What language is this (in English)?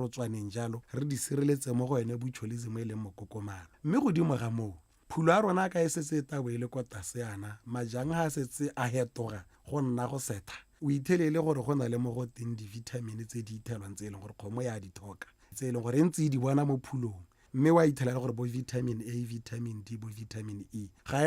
Tswana